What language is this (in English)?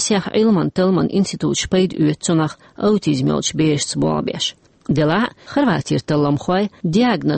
Chechen